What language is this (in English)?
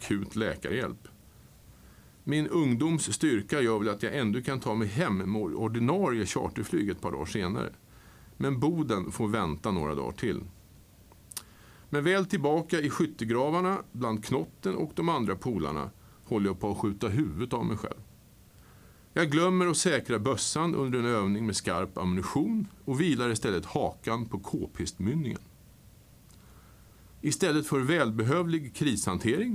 Swedish